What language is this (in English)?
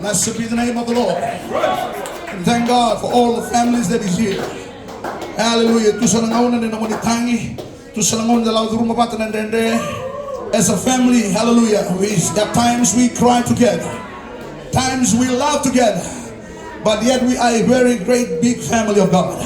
Fijian